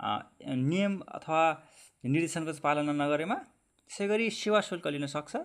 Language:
Nepali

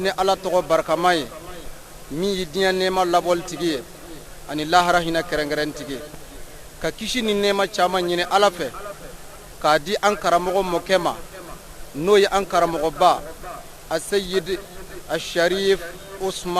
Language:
Bambara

